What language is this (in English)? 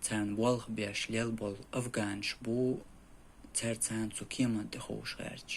Chechen